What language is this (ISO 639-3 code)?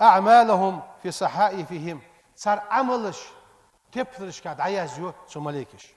inh